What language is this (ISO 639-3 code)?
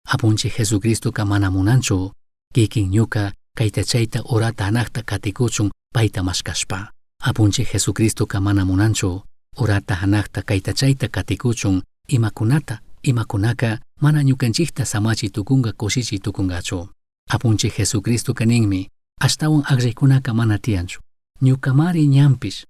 qug